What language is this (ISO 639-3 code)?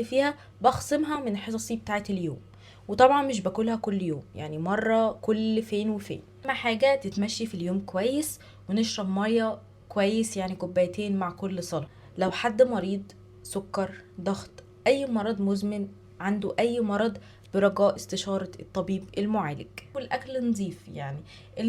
arz